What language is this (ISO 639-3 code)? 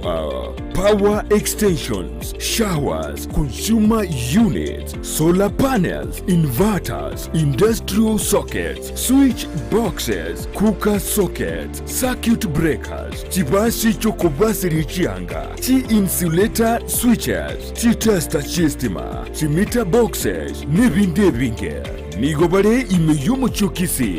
guz